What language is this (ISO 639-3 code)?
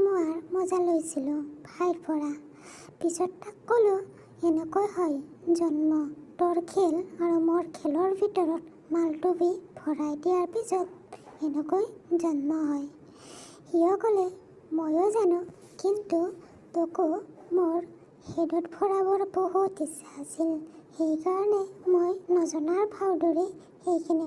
asm